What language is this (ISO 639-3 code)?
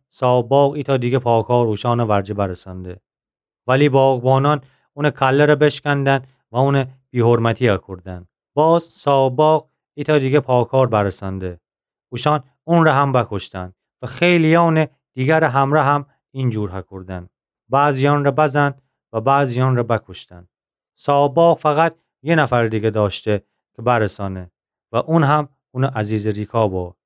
glk